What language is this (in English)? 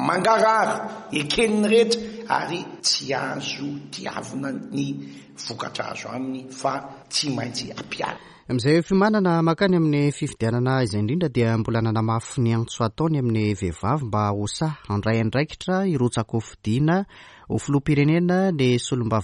Malagasy